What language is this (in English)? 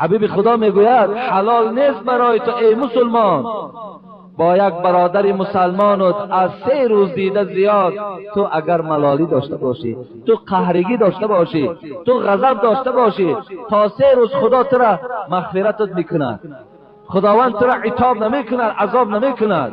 Tajik